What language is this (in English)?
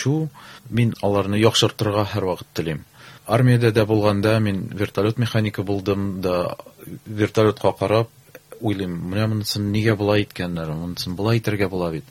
Tatar